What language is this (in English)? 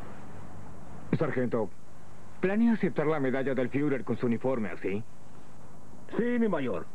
Spanish